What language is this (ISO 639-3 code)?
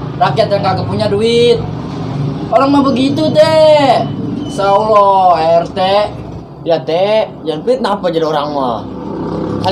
bew